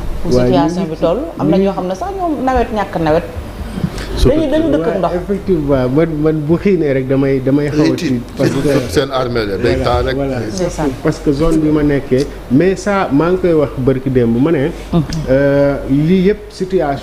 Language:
Wolof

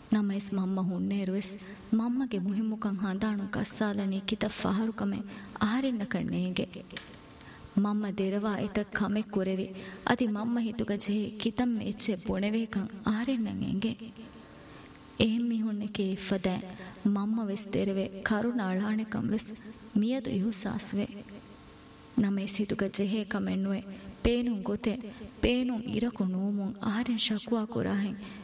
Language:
Divehi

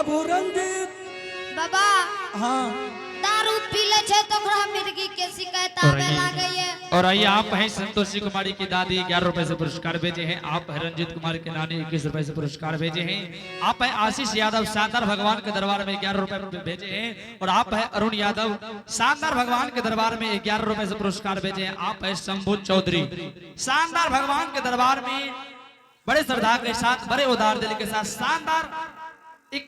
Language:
Angika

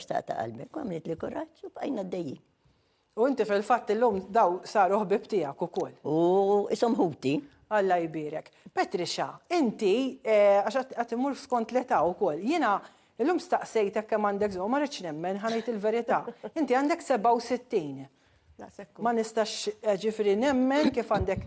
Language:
Maltese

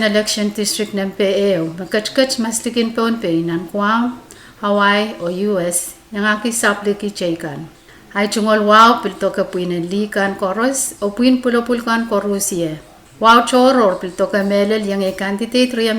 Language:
Pohnpeian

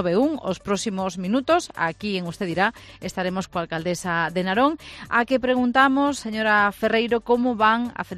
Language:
Galician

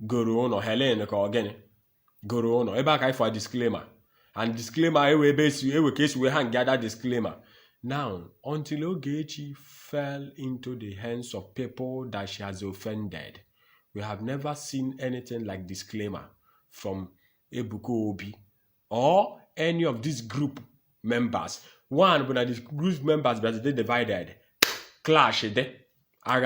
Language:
Igbo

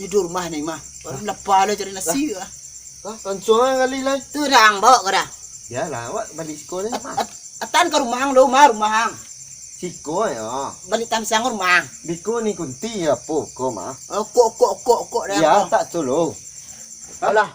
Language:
Minangkabau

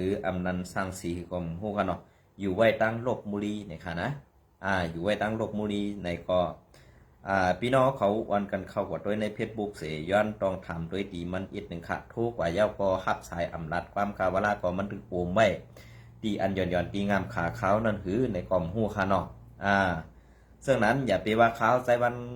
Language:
Shan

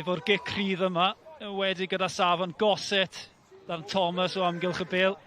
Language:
Welsh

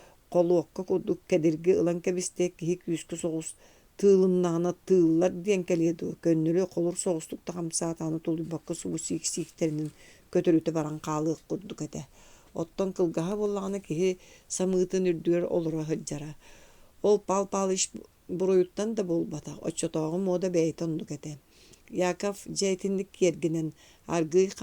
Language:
Yakut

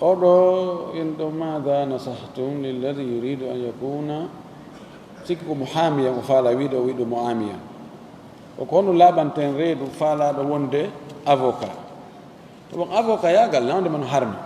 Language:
Fula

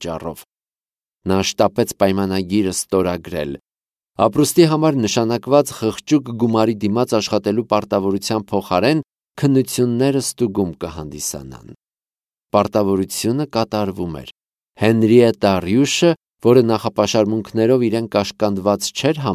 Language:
Armenian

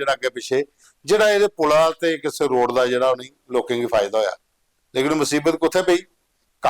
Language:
Dogri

